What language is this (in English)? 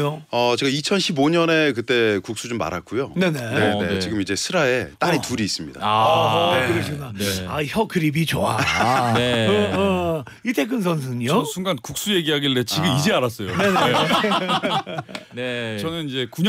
Korean